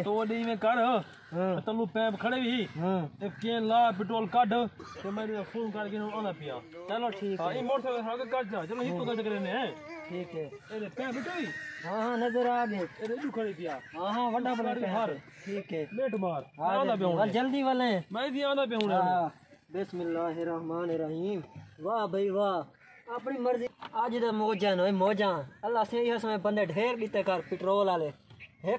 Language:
Saraiki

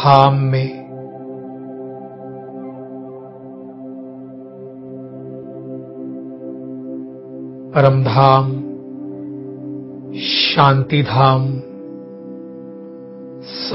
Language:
Hindi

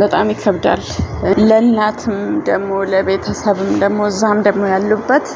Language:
Amharic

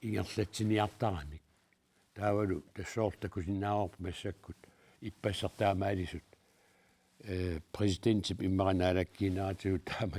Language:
Kalaallisut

